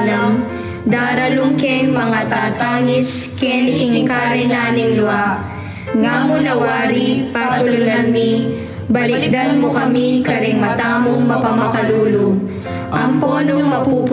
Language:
Pampanga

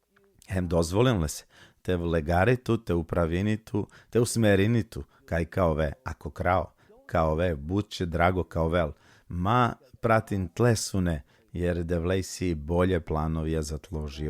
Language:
Balkan Romani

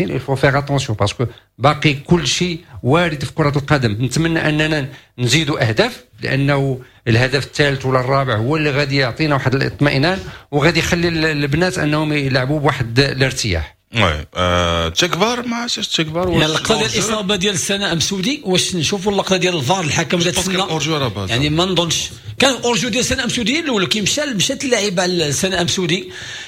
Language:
Moroccan Arabic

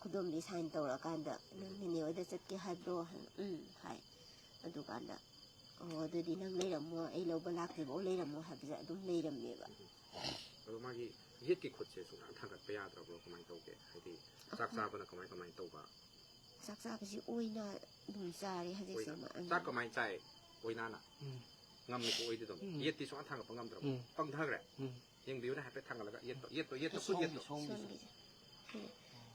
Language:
Manipuri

